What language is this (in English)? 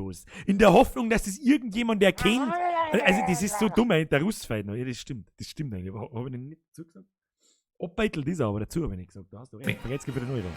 Bavarian